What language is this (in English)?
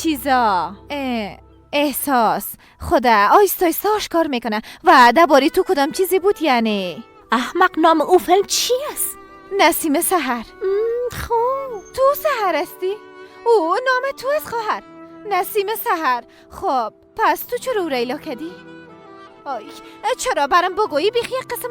Persian